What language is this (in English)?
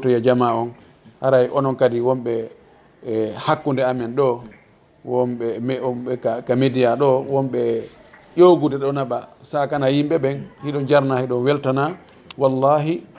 Fula